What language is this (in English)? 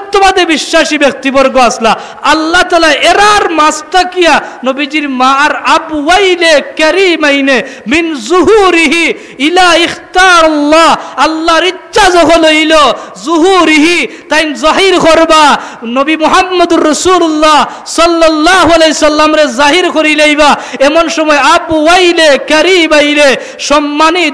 Sylheti